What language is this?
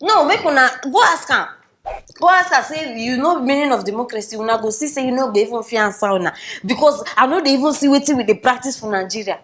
Nigerian Pidgin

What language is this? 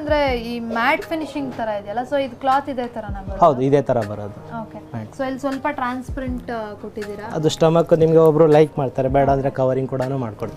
Kannada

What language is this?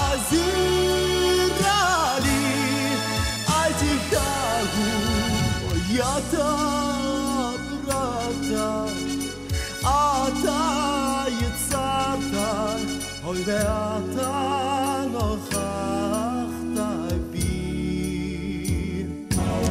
Hebrew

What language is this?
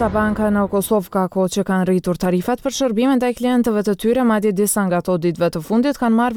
Albanian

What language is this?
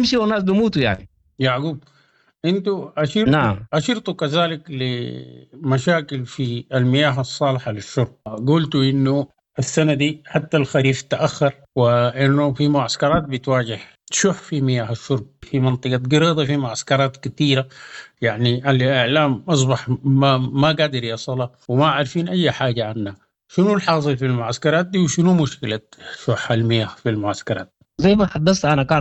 Sudanese Arabic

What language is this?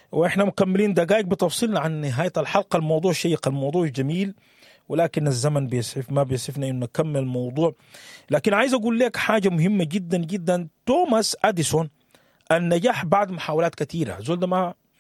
Sudanese Arabic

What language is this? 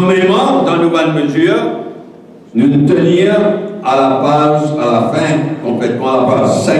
Morisyen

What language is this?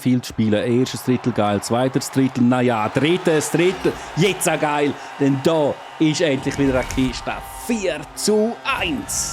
Swiss German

